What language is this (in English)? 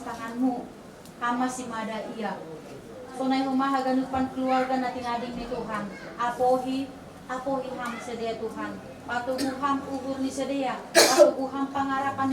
Batak Simalungun